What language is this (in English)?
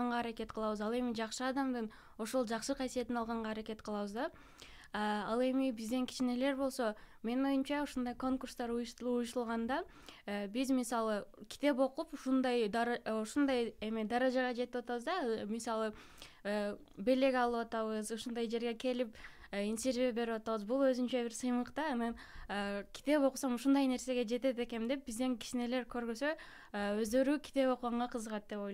Kyrgyz